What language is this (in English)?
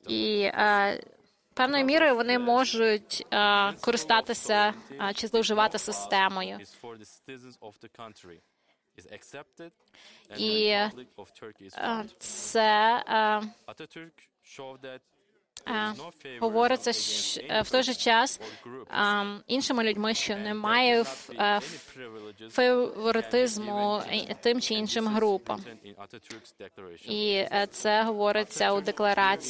Ukrainian